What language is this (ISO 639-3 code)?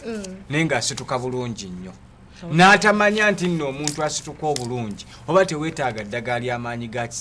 lug